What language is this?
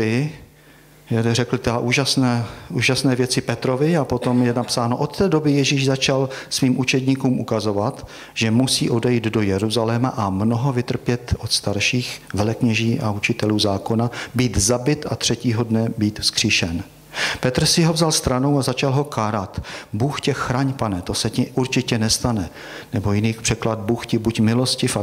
Czech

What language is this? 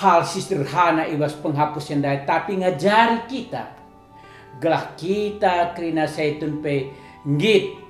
Batak Karo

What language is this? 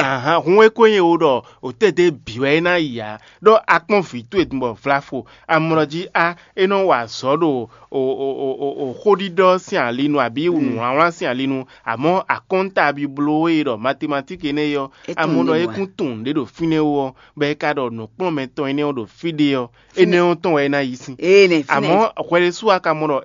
Fon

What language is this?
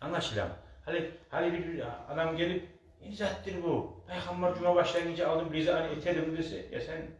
Kumyk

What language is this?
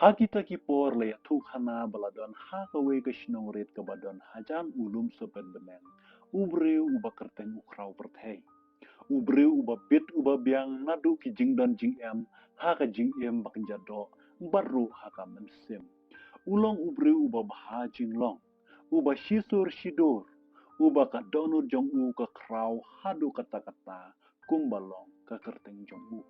Khasi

